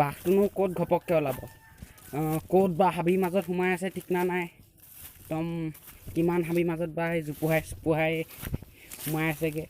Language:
Assamese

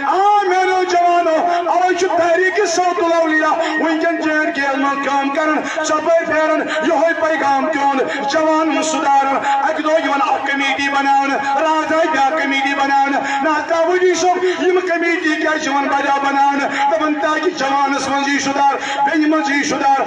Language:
Kashmiri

